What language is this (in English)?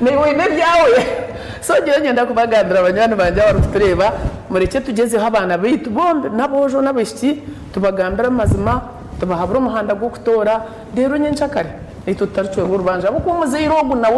Nyankole